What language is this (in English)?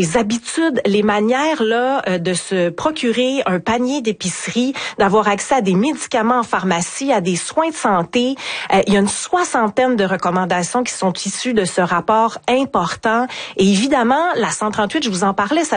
French